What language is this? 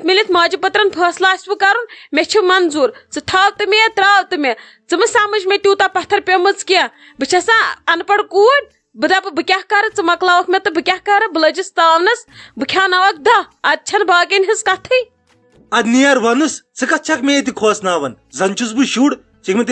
Kashmiri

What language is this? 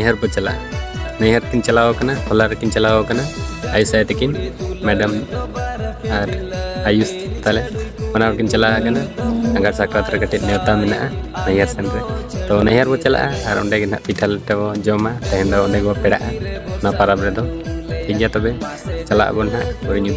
Santali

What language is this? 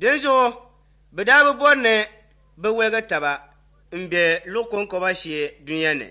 Dagbani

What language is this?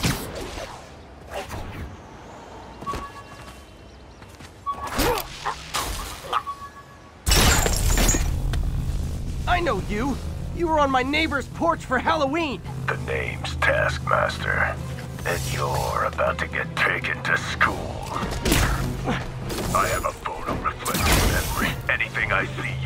English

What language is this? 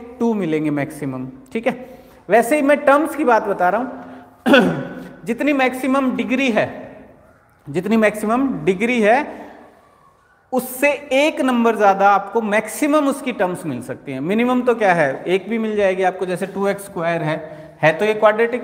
Hindi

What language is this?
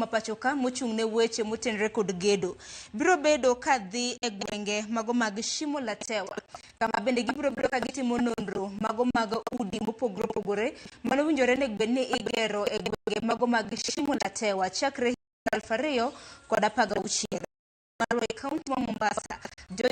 Luo (Kenya and Tanzania)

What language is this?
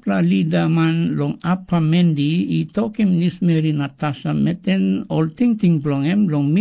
Tok Pisin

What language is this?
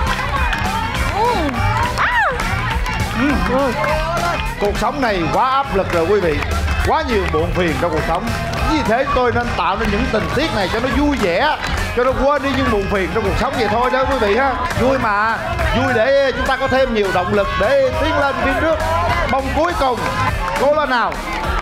Vietnamese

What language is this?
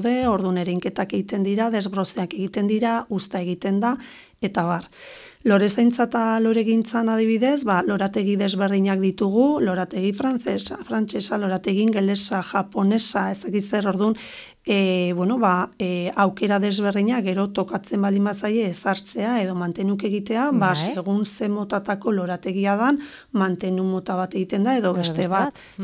Basque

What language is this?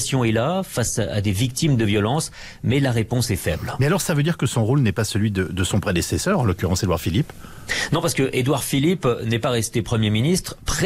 French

